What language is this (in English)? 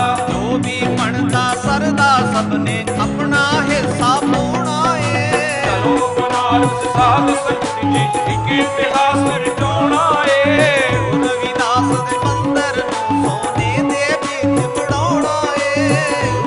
Punjabi